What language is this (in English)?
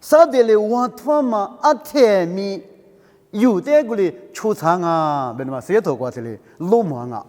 Lisu